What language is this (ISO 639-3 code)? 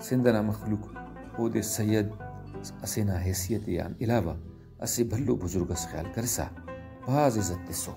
brh